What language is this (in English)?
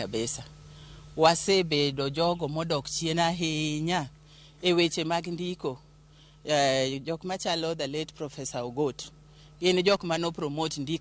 Luo (Kenya and Tanzania)